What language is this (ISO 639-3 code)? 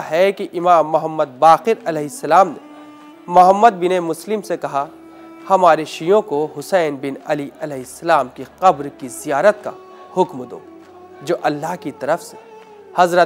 urd